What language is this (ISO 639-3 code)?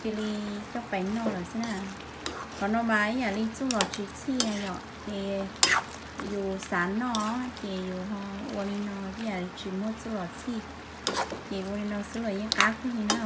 hmn